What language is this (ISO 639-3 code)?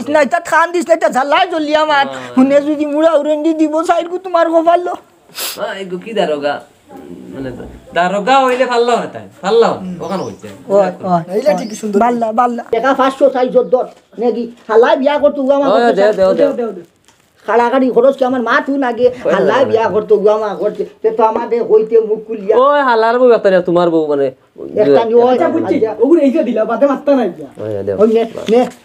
syl